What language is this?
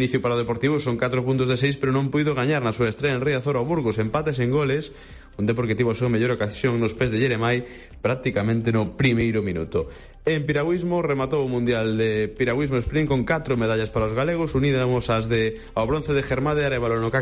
Galician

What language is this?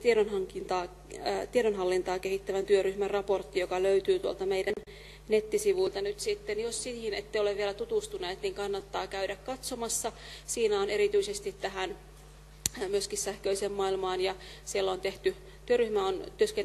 Finnish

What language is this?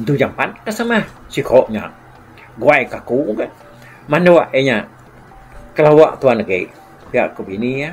Iban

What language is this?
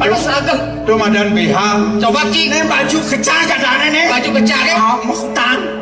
Balinese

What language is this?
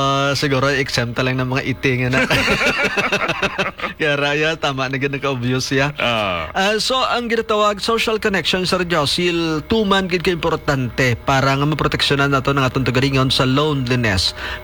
Hiligaynon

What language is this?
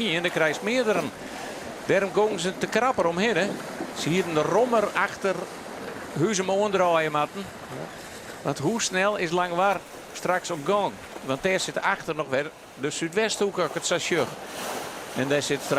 Western Frisian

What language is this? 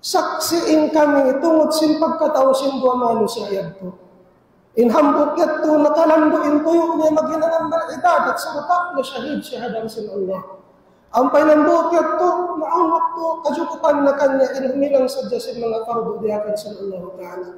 Tausug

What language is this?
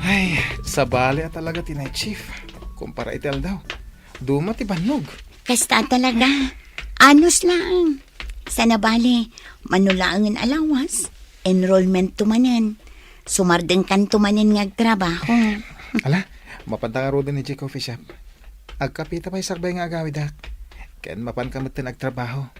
Iloko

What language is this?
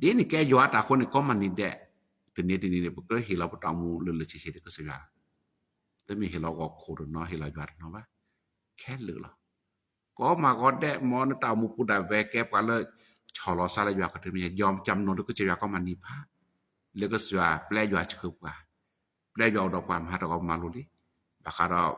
S'gaw Karen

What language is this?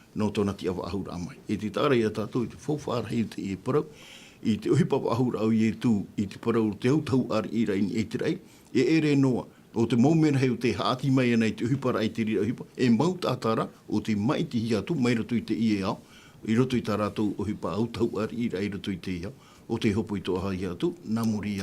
Tahitian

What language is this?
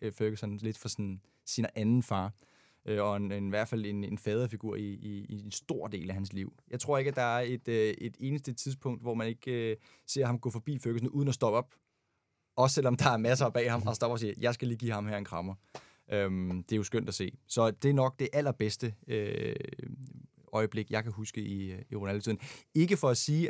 Danish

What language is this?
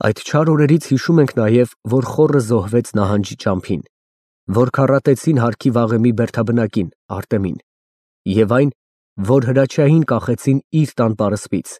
Armenian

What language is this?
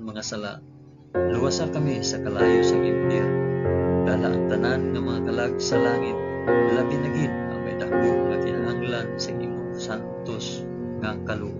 Hiligaynon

